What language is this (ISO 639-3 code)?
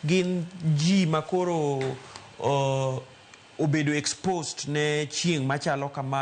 luo